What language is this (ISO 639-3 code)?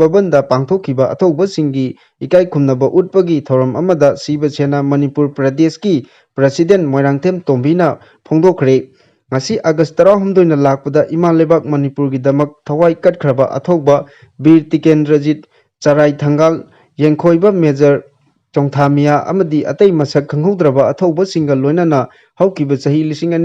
mni